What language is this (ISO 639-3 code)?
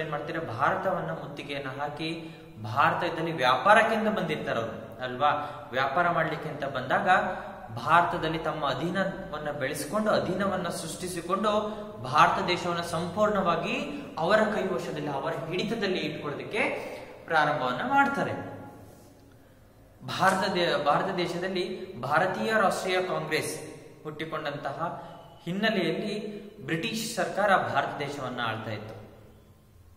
kan